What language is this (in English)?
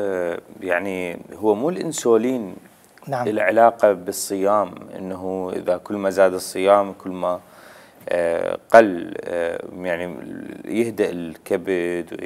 Mesopotamian Arabic